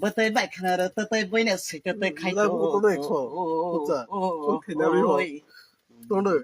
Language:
Kok Borok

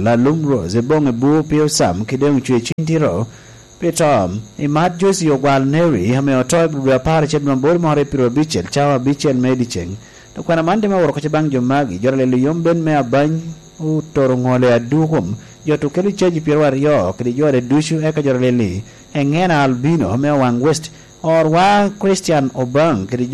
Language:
Lango (Uganda)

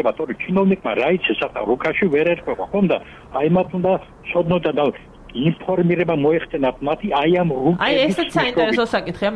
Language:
Georgian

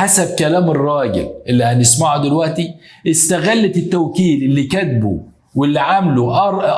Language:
Egyptian Arabic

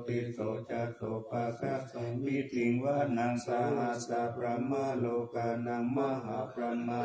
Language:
Pali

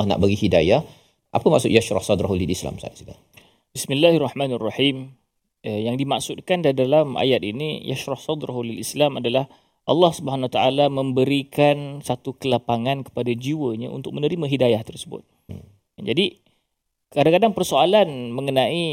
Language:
Malay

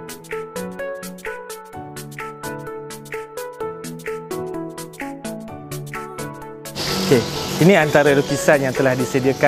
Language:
Malay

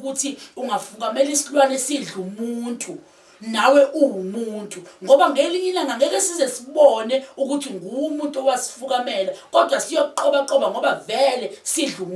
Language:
Zulu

